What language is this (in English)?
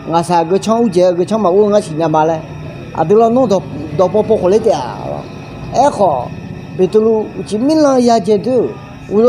Akha